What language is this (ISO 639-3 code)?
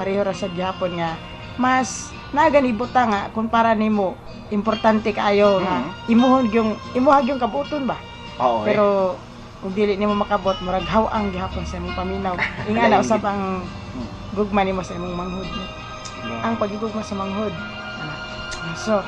hil